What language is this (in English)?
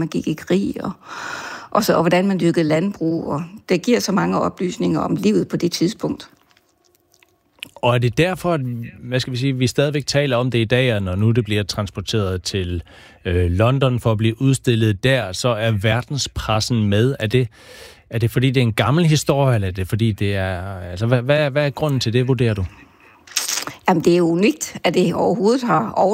Danish